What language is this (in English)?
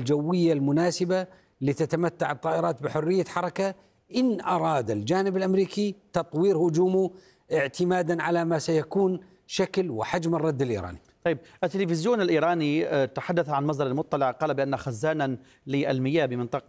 Arabic